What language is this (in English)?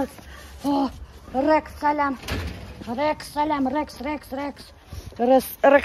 Bashkir